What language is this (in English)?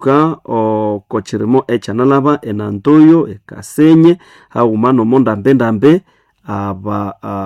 Nande